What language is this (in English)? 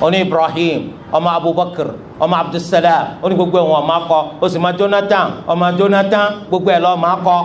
Yoruba